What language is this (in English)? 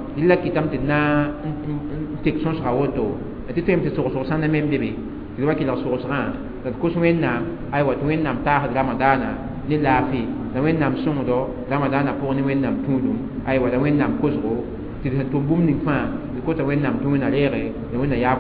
Mossi